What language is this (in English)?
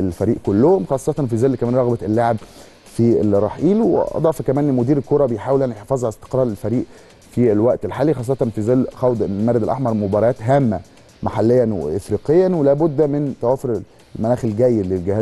Egyptian Arabic